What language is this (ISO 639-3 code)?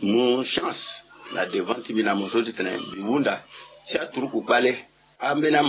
sag